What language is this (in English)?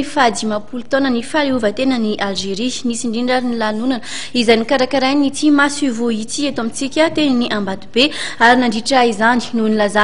Malagasy